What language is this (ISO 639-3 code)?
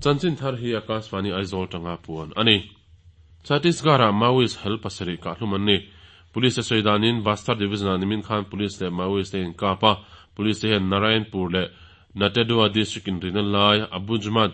lus